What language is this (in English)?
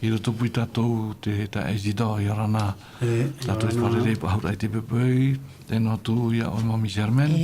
Tahitian